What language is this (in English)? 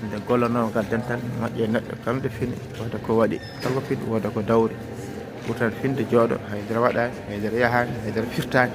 Fula